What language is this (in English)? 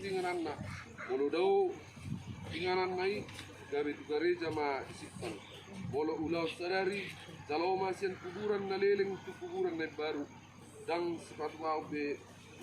Batak Toba